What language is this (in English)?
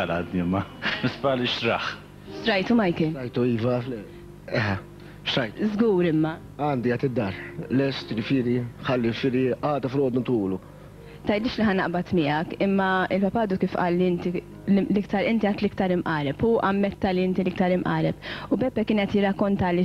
Maltese